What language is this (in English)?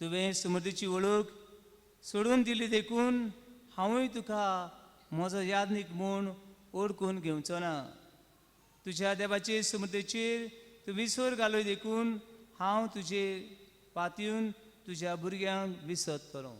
Konkani